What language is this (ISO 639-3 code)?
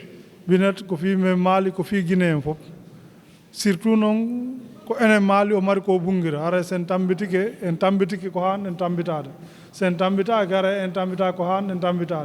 ful